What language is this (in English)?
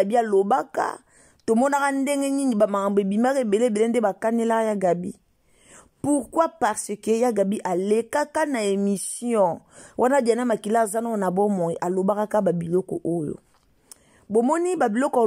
Lingala